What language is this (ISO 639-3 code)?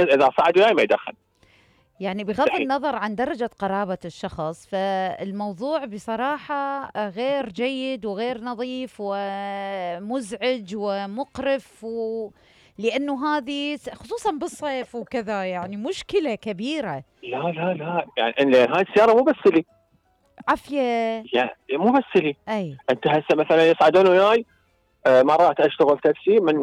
acm